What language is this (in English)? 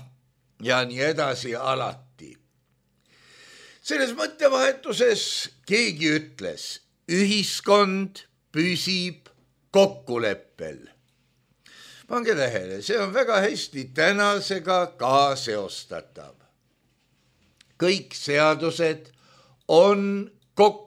Estonian